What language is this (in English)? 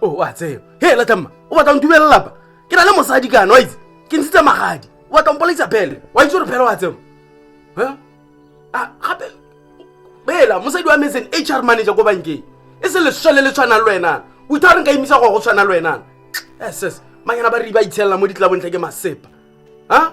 Tswana